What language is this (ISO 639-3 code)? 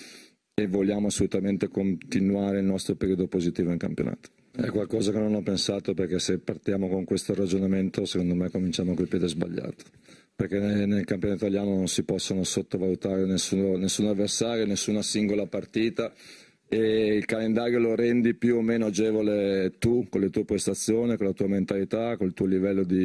ita